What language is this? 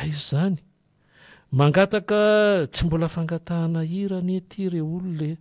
Malagasy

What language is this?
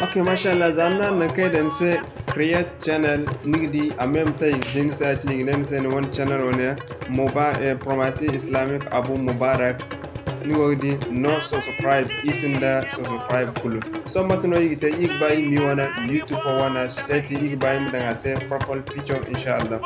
Zarma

